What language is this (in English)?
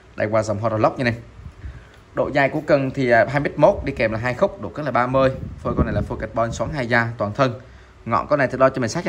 Vietnamese